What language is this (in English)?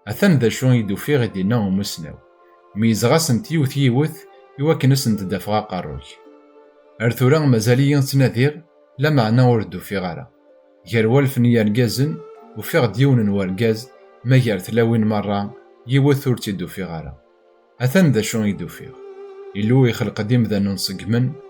Kabyle